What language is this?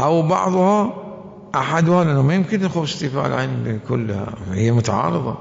Mesopotamian Arabic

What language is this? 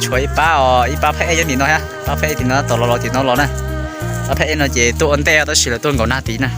Hmong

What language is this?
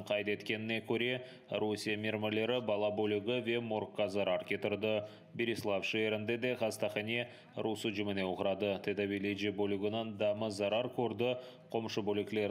Crimean Tatar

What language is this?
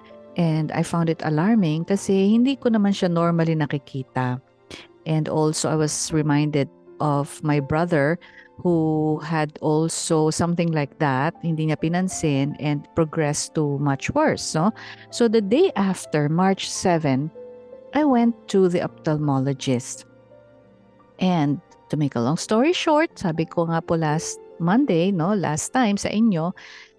Filipino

